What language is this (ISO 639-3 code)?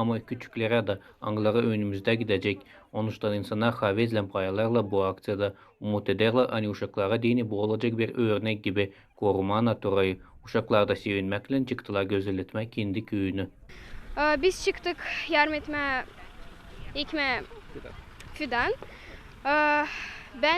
gag